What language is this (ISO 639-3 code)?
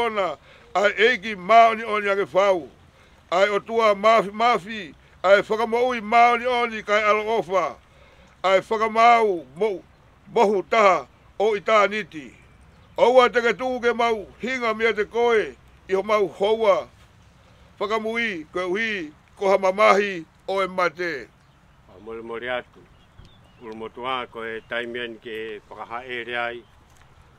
ton